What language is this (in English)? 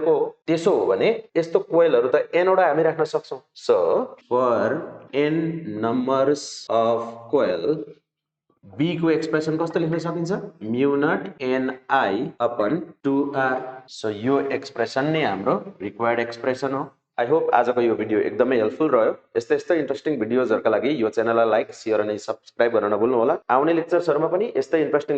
Nepali